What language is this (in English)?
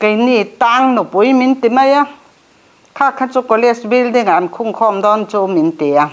Mizo